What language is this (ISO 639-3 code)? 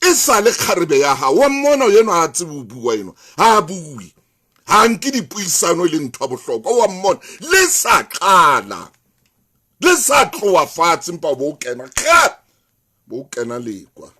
sot